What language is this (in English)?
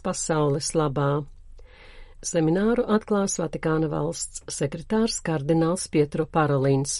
Latvian